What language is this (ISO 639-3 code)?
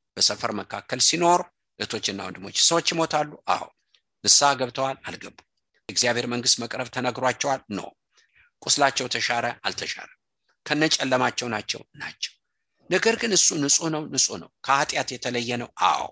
amh